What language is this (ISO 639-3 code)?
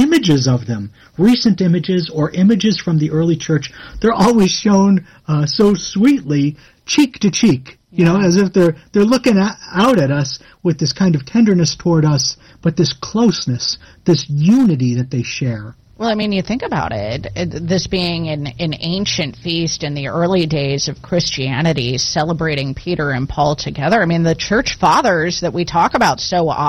eng